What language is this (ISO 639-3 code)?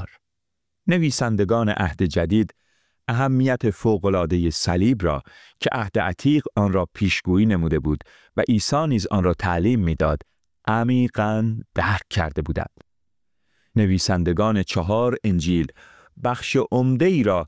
fas